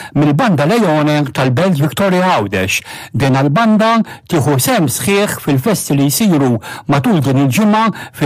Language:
Maltese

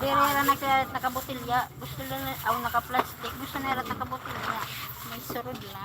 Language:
Waray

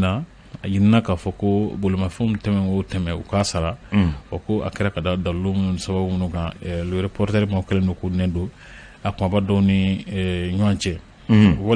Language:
Bambara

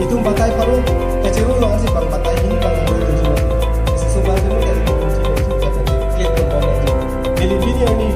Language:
Karbi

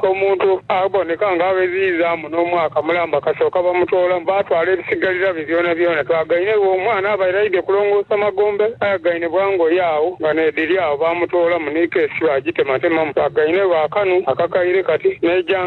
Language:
Soga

